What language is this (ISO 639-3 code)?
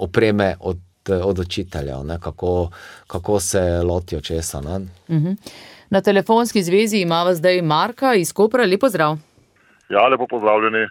slv